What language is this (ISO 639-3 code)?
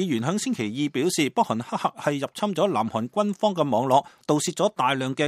yue